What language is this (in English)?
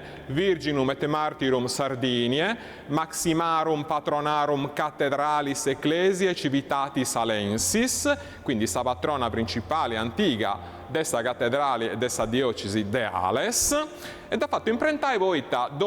Sardinian